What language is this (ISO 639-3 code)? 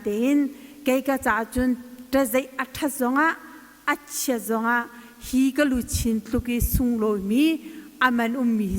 cnh